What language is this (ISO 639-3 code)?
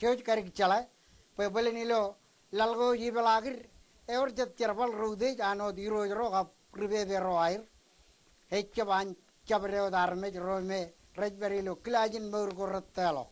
mah